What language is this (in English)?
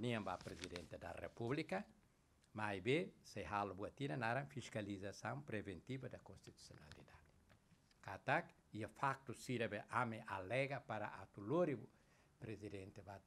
Tetum